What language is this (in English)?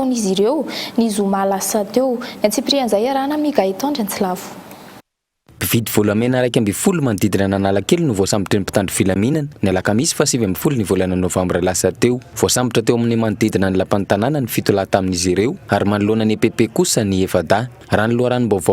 Malagasy